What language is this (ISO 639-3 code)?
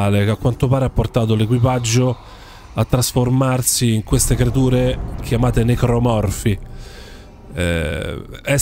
ita